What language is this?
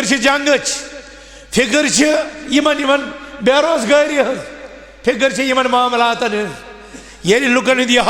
Kashmiri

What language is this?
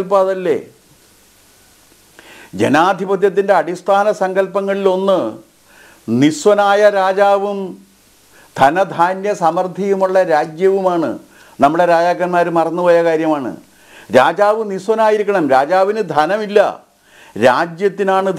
Malayalam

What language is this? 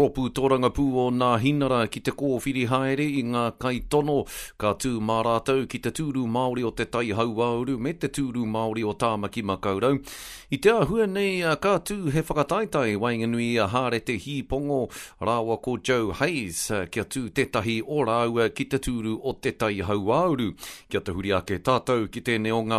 Māori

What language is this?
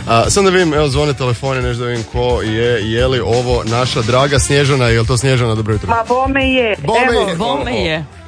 Croatian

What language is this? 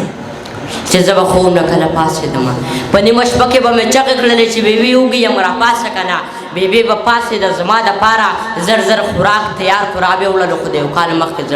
Pashto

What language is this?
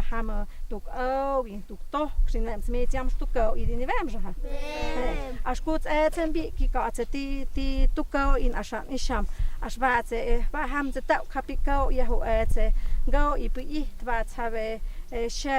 Totontepec Mixe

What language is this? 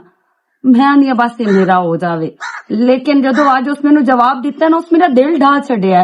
Western Panjabi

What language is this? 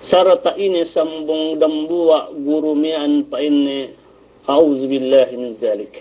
Yakan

